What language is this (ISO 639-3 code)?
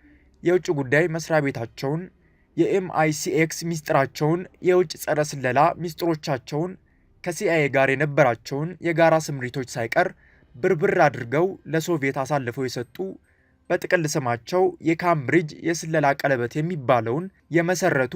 amh